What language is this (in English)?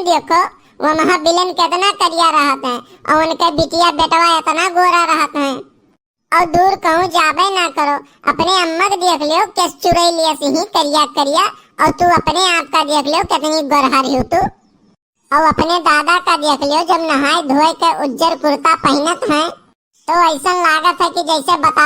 Awadhi